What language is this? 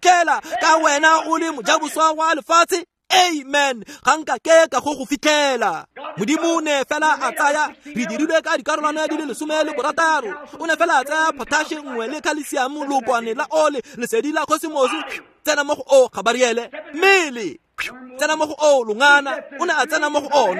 Tswana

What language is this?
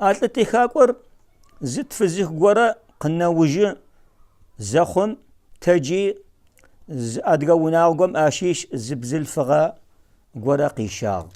Adyghe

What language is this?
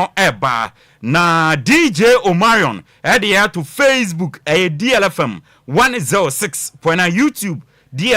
Akan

